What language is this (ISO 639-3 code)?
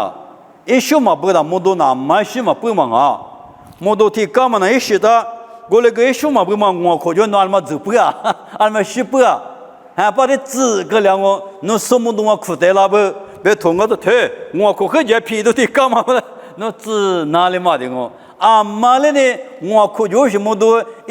lis